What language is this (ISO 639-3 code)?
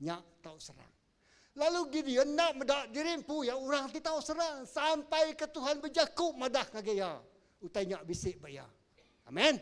iba